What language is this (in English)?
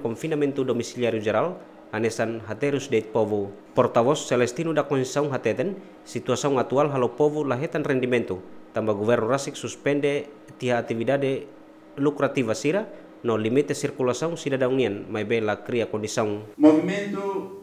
Tetum